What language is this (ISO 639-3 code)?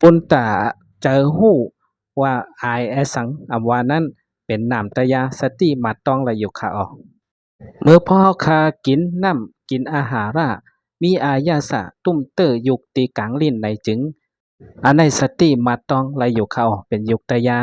shn